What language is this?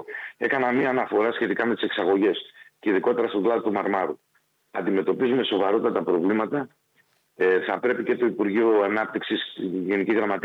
Greek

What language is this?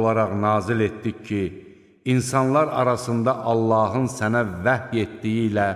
Azerbaijani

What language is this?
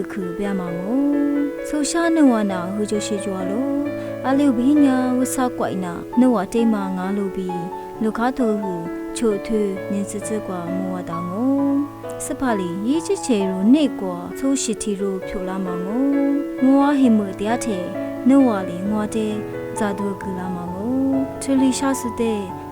Lisu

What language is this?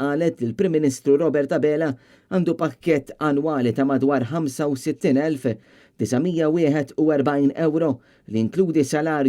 Maltese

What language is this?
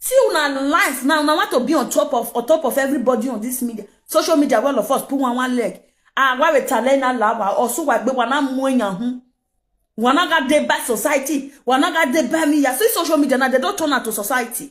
Nigerian Pidgin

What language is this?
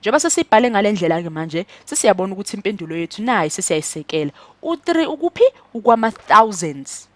Zulu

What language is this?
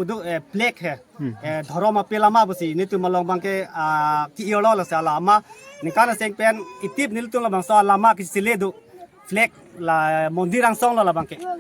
Karbi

